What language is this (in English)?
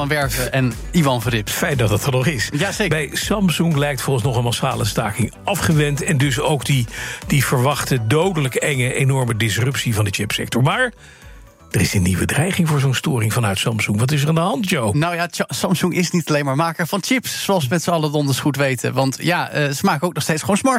Dutch